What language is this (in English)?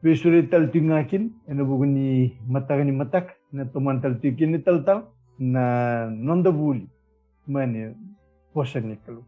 Fijian